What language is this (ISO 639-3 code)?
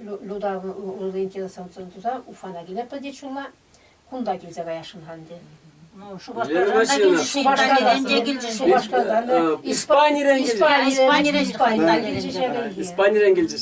chv